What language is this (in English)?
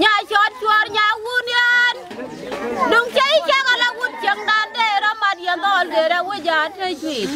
Nuer